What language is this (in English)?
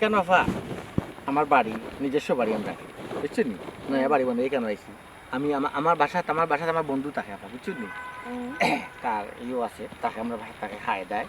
Sylheti